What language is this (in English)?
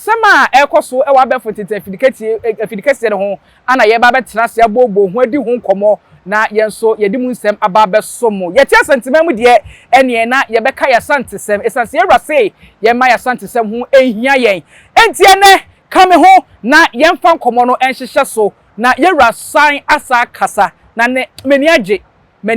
Akan